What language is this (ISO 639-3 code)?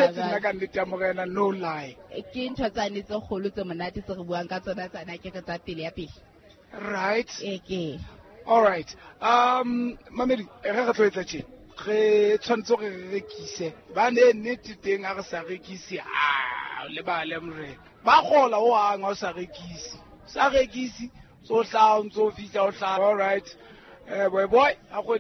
sot